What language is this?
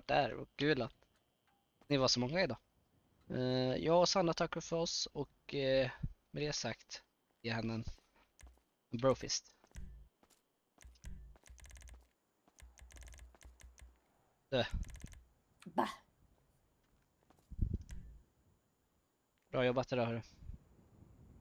Swedish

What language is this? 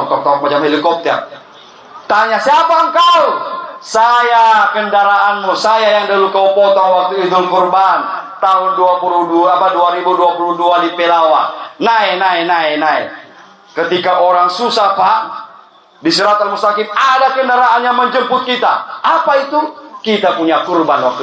Indonesian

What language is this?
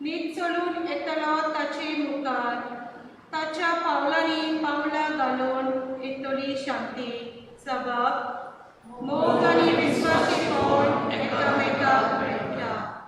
Konkani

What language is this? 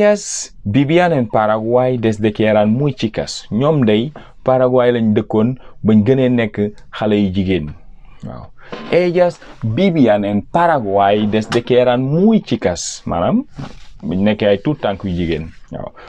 Wolof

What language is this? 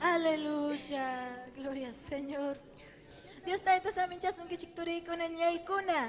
Ayacucho Quechua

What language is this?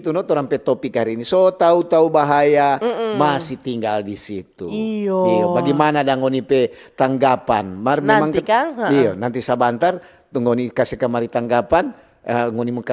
Manado Malay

